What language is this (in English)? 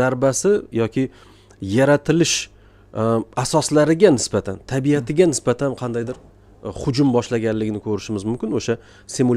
Uzbek